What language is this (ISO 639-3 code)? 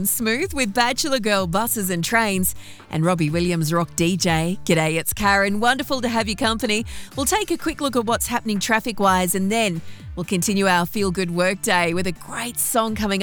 eng